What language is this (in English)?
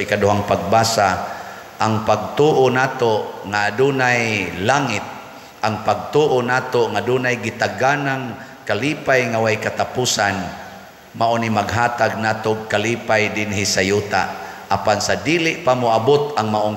Cebuano